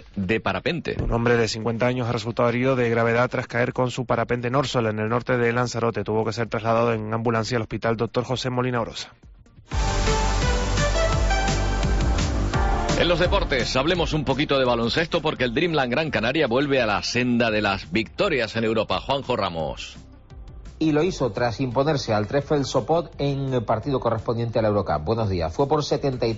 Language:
Spanish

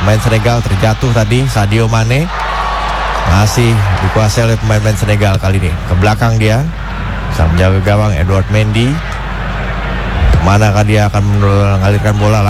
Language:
Indonesian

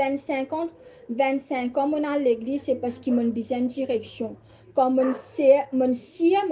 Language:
Morisyen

